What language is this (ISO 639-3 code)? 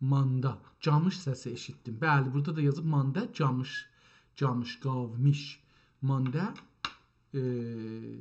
azb